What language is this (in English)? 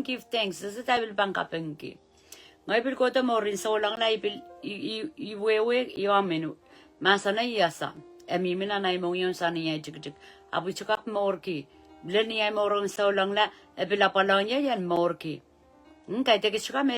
Pohnpeian